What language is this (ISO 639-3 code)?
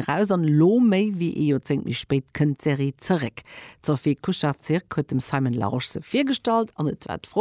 ltz